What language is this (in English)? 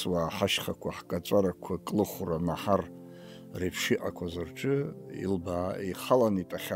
Abkhazian